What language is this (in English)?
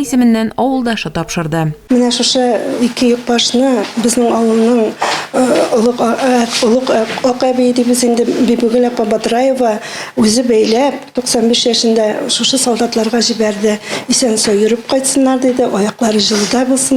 Tatar